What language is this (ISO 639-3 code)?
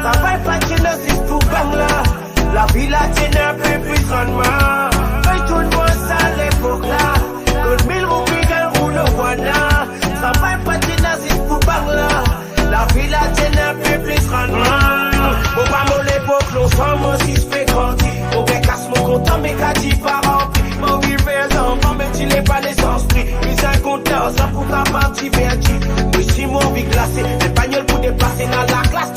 mfe